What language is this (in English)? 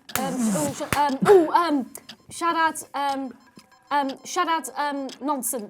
Welsh